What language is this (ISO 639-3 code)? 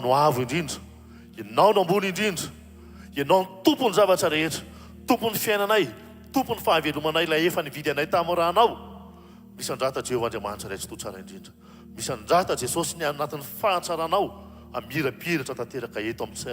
mlg